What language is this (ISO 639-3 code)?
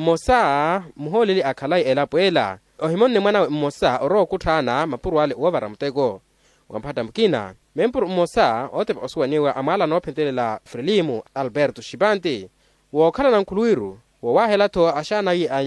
vmw